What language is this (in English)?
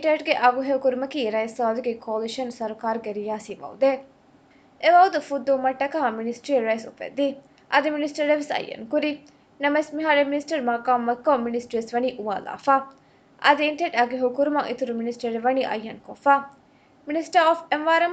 Divehi